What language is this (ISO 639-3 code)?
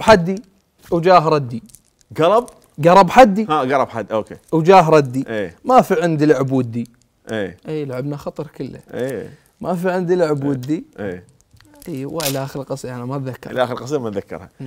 acm